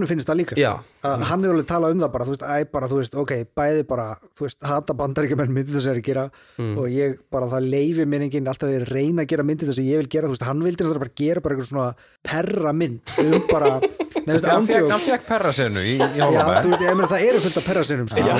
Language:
Icelandic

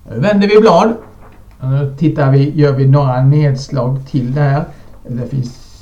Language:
Swedish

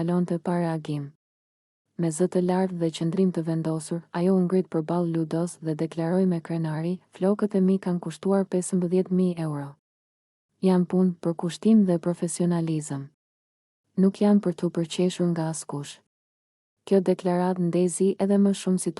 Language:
Albanian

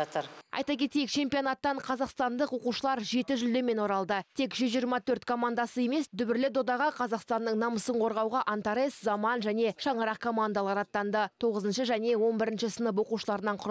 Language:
Kazakh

